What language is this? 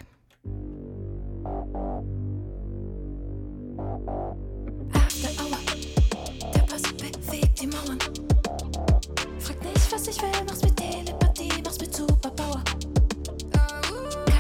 German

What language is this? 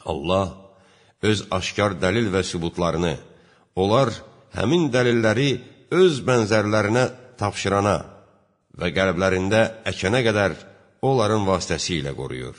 Azerbaijani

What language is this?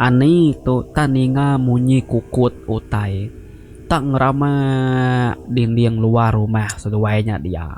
Iban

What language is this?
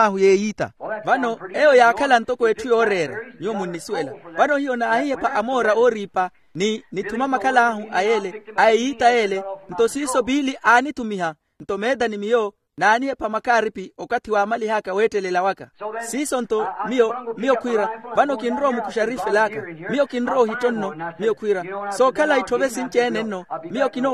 Makhuwa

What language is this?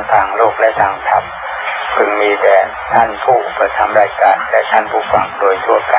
Thai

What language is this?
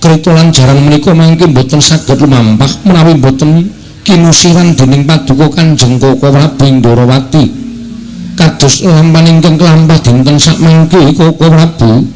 Javanese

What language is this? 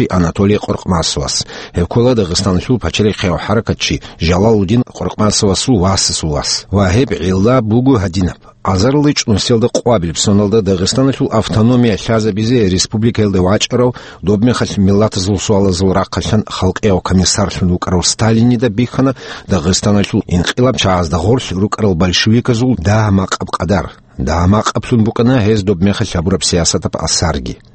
Avaric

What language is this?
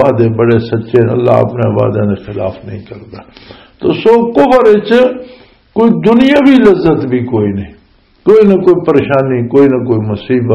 Western Panjabi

